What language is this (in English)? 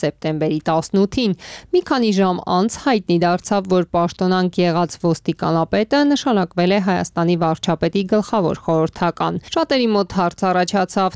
Armenian